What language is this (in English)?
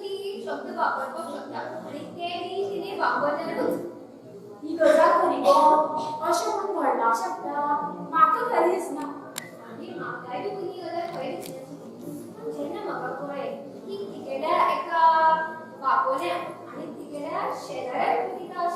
Konkani